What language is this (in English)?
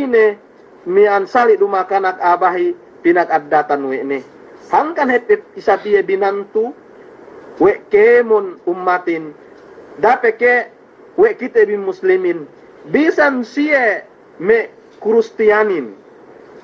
Yakan